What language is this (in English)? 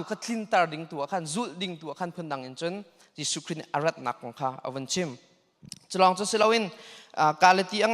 Hakha Chin